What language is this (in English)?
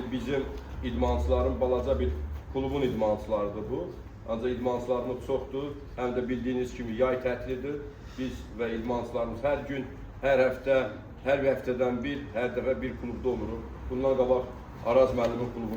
Azerbaijani